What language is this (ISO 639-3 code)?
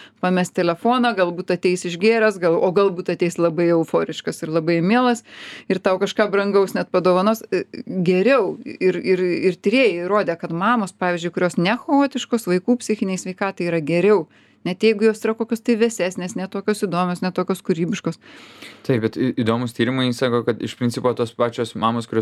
lit